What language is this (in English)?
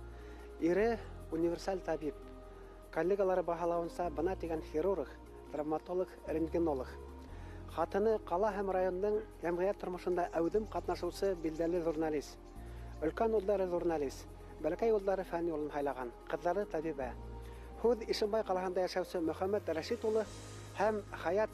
Bashkir